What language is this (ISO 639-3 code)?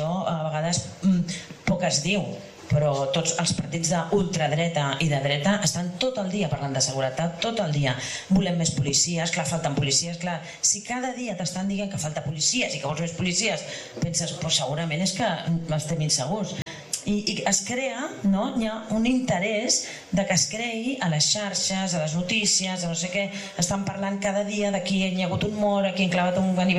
cat